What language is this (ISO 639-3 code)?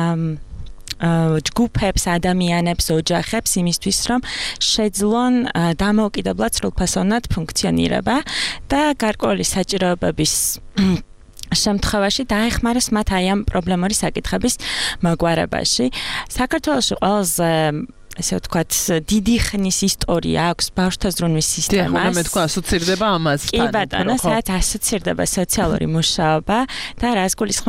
kat